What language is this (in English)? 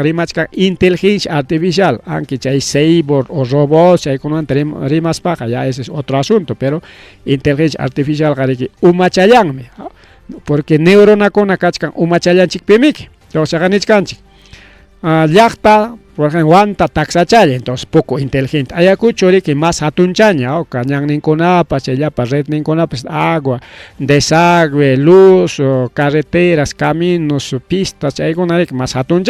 Ayacucho Quechua